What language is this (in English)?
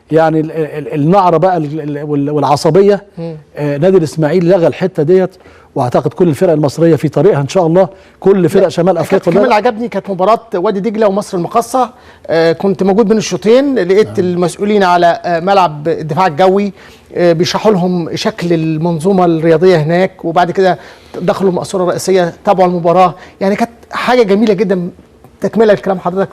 Egyptian Arabic